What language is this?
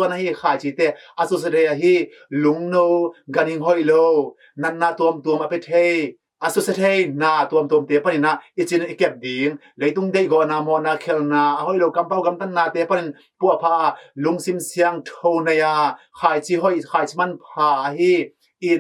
Tedim Chin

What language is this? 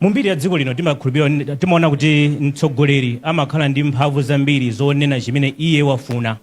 Nyanja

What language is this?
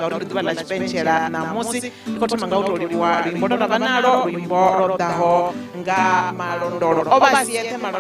Venda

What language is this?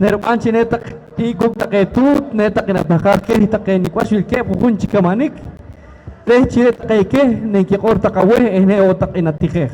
Poqomchi'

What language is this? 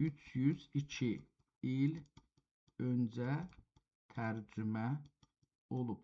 South Azerbaijani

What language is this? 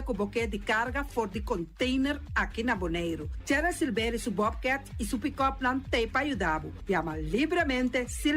Papiamento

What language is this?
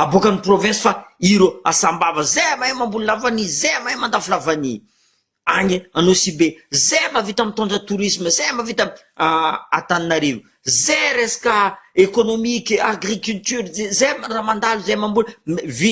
Malagasy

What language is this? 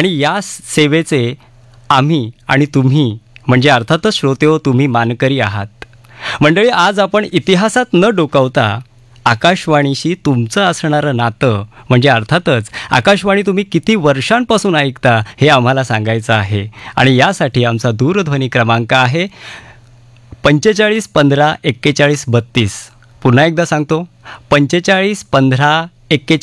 Marathi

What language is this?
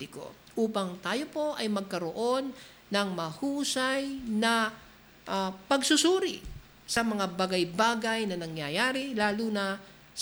Filipino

